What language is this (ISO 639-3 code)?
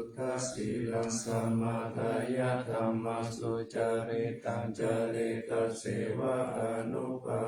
pli